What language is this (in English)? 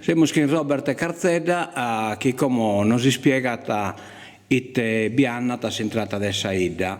Sardinian